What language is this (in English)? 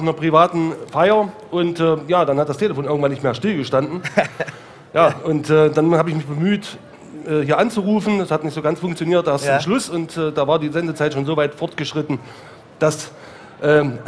German